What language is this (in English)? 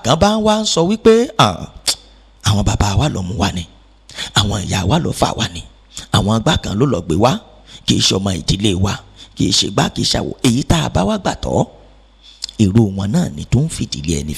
Yoruba